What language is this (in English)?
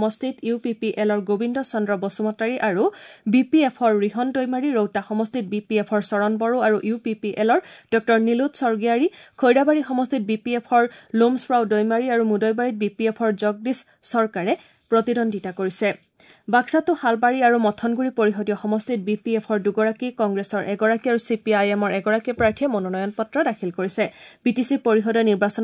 Assamese